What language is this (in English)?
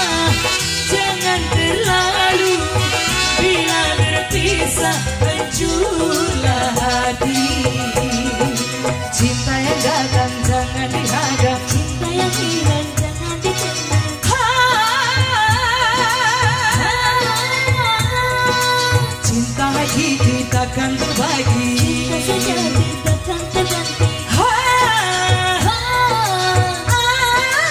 Malay